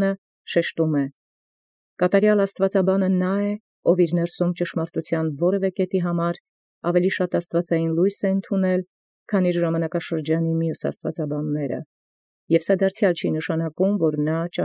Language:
Armenian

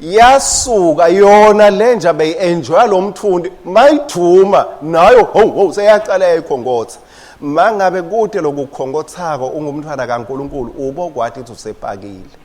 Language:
Swati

